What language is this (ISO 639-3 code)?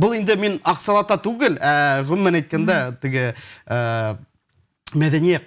bak